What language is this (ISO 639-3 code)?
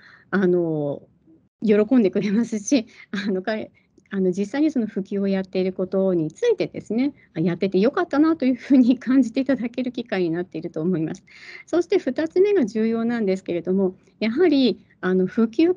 jpn